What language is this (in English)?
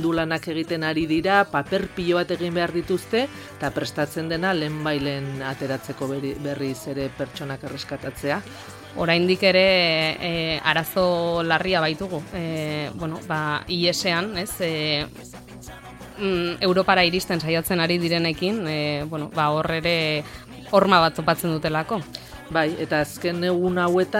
Basque